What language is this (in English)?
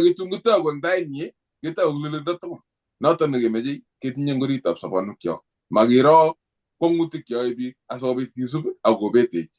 Kalenjin